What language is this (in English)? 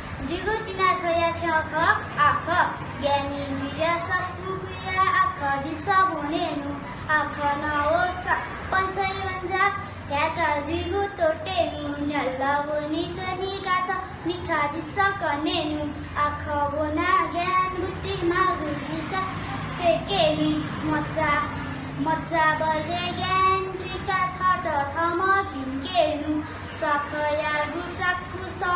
Newari